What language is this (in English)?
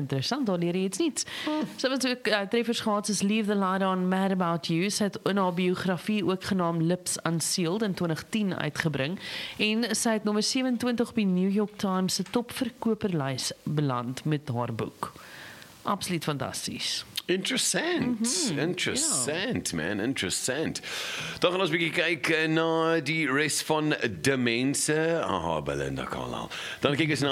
Afrikaans